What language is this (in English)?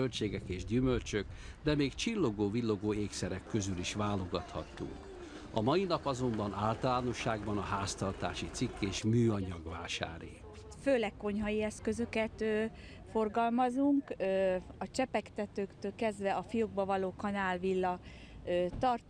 Hungarian